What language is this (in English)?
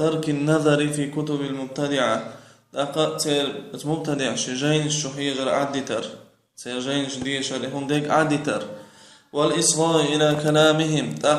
Chechen